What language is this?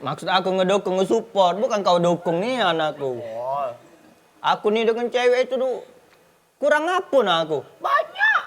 Musi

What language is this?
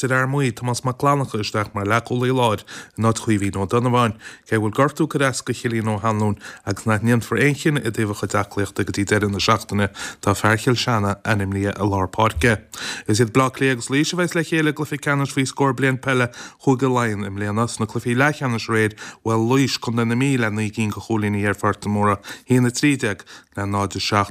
Irish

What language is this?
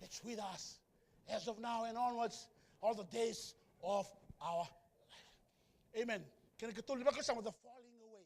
Fijian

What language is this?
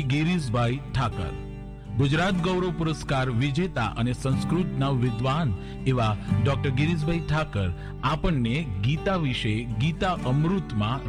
Gujarati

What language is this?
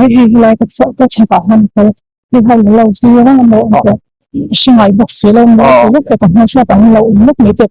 Mizo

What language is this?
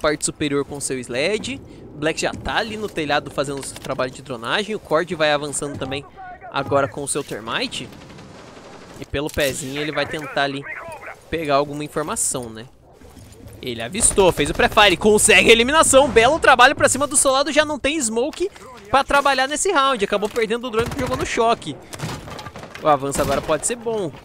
Portuguese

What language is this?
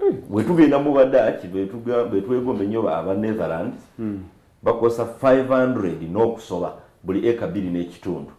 Soga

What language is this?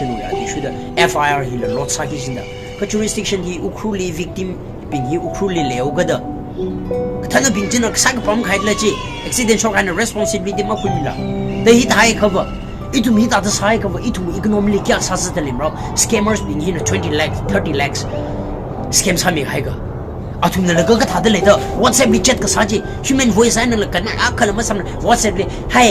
Tangkhul Naga (India)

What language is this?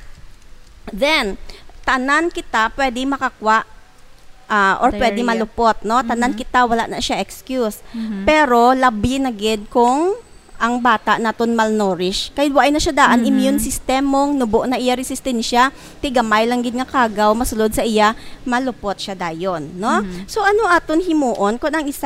Hiligaynon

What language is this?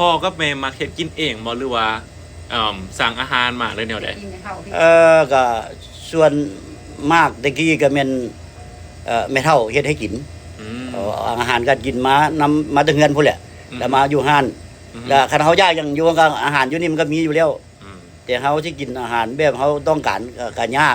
Lao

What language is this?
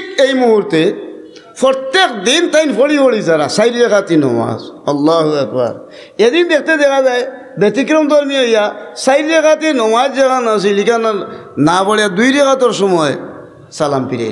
Sylheti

